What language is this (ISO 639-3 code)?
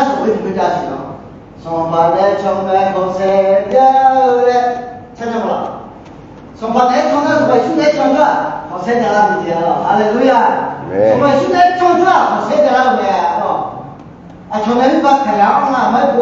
ahk